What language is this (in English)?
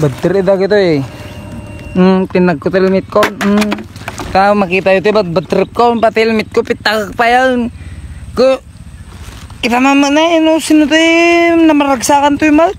Iloko